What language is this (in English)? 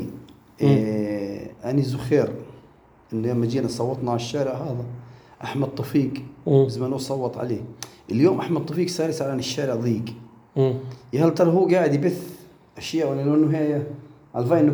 North Levantine Arabic